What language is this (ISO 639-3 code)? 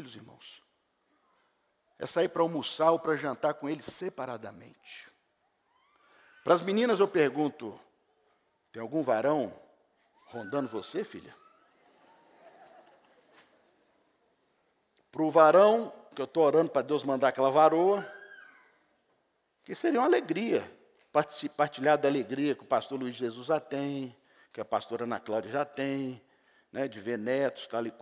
por